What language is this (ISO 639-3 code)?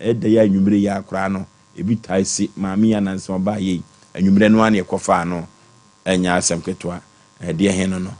aka